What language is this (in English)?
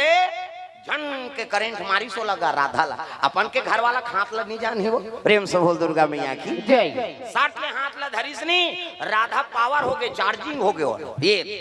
Chhattisgarhi